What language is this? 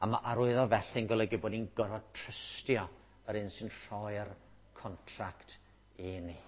Welsh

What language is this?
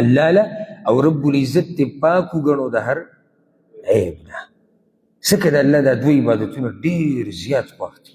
Pashto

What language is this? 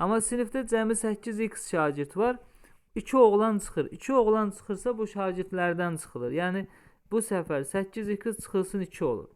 Azerbaijani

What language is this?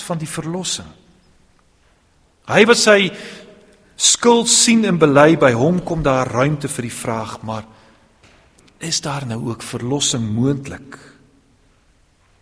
Afrikaans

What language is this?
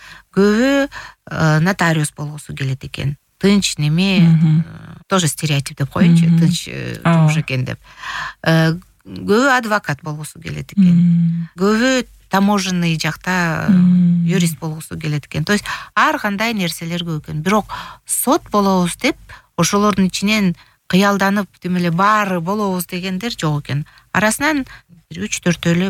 Kyrgyz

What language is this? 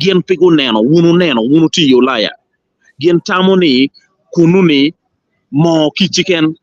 Acoli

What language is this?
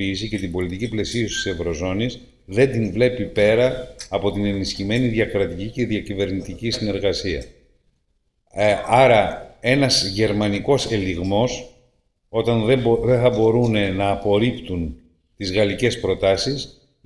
Greek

